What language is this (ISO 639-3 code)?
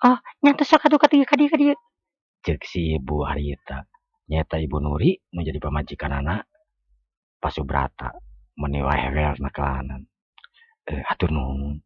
sun